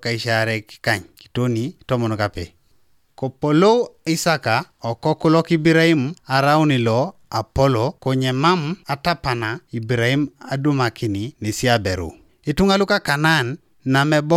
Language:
Teso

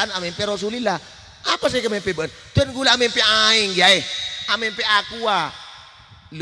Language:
Madurese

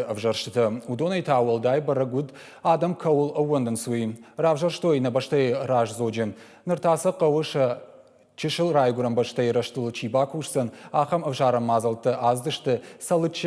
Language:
Ossetic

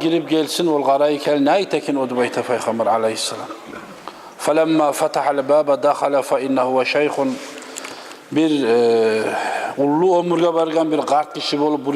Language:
Kumyk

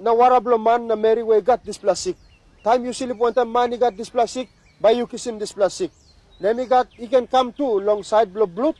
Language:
Tok Pisin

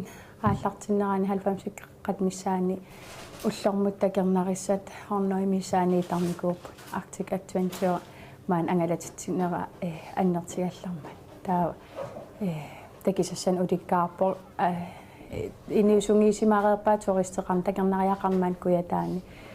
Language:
Kalaallisut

